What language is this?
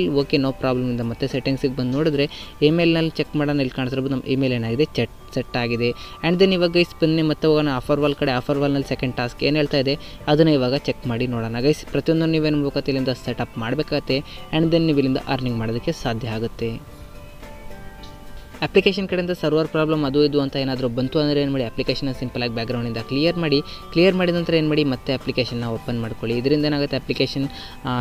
Kannada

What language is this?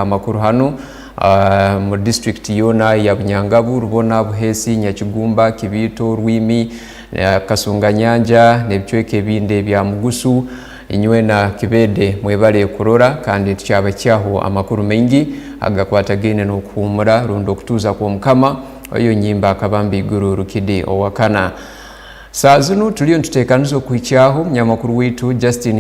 Tooro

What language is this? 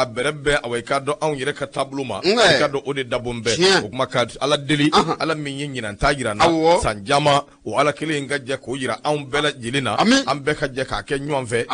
Bambara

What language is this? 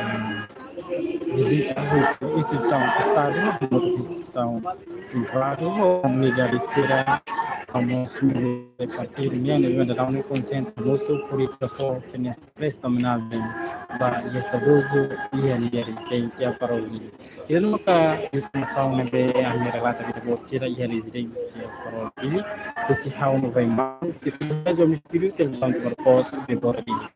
Tetum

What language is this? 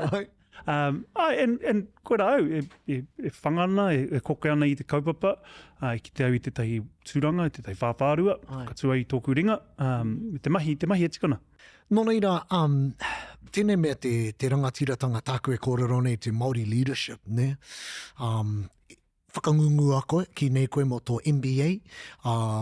Māori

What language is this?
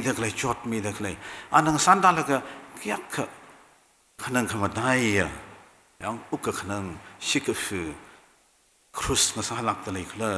Tangkhul Naga (India)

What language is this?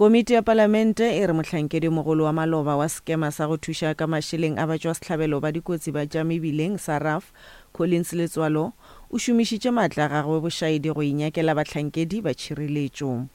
Northern Sotho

